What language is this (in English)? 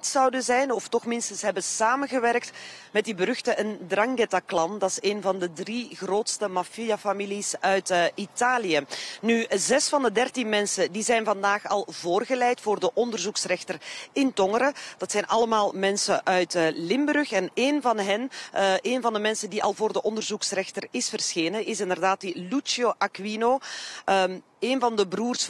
Dutch